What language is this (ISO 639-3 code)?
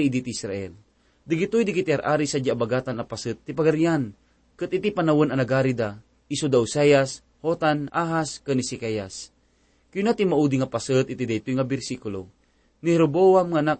ilo